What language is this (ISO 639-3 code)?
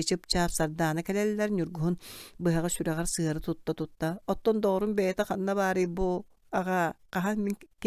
sah